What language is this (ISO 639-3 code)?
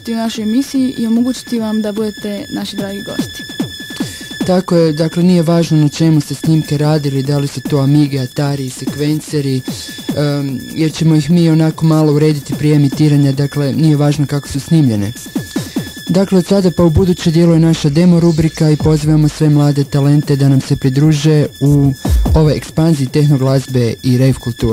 hrv